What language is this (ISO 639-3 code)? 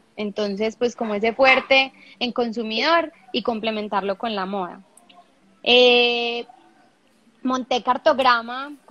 spa